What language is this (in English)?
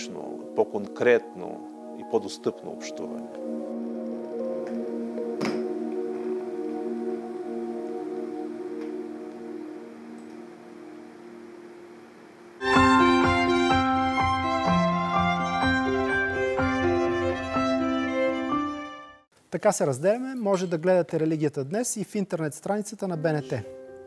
Bulgarian